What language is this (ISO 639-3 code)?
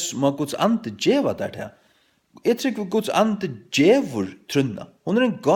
fao